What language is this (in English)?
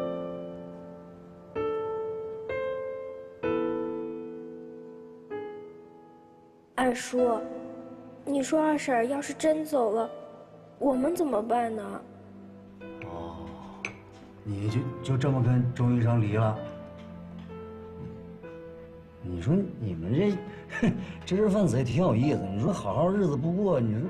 Chinese